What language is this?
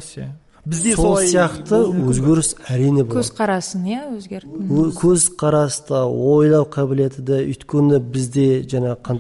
Kazakh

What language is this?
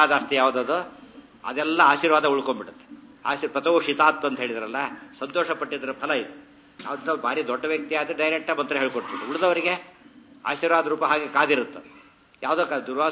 Kannada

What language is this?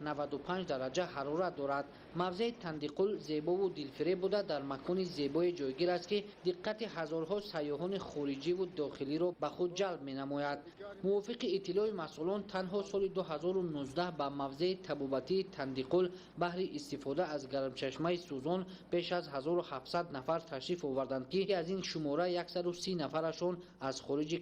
Tajik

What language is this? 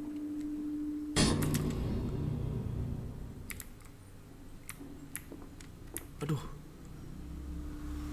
Indonesian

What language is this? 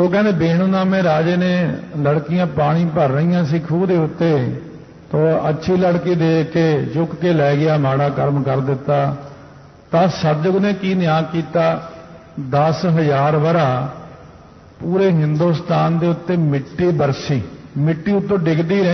Punjabi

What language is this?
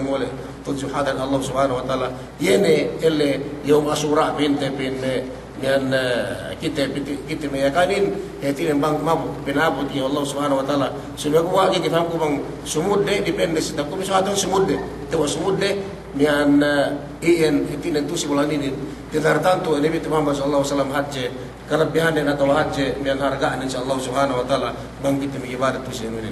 Yakan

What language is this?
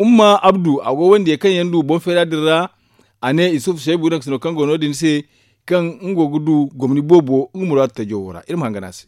Zarma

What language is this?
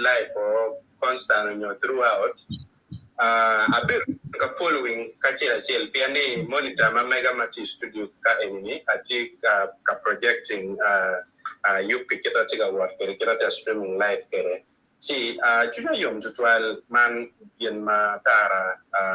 Acoli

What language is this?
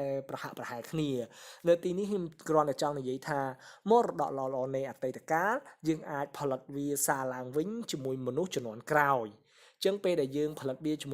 Khmer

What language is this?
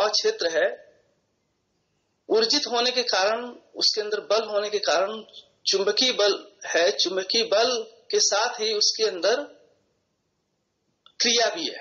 Hindi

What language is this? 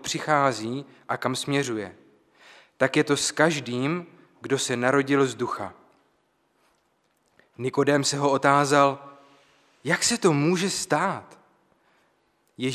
Czech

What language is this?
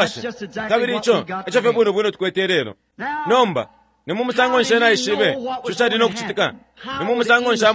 Bemba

